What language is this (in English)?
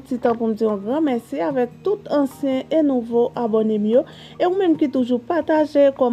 Haitian Creole